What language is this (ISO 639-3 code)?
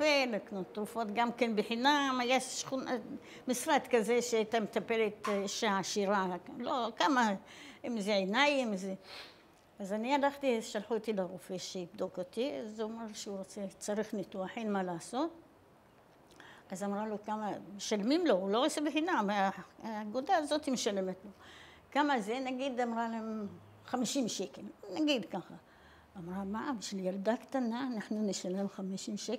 heb